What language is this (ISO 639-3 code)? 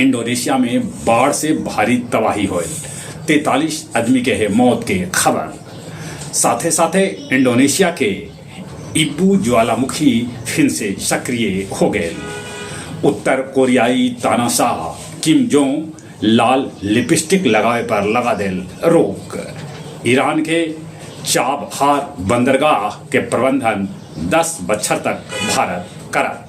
mag